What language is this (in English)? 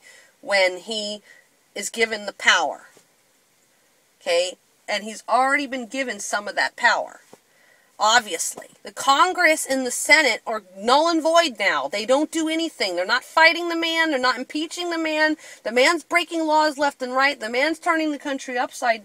English